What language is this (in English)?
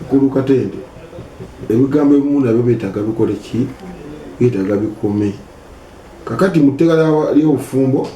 Ganda